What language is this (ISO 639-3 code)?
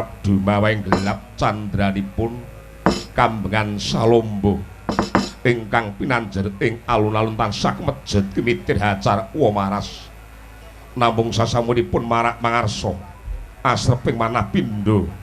jav